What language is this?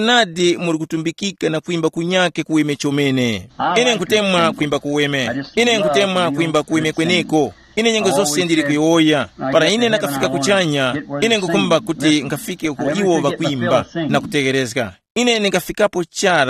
Tumbuka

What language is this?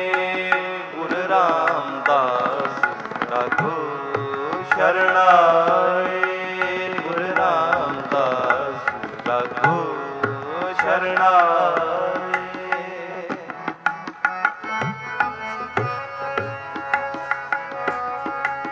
Punjabi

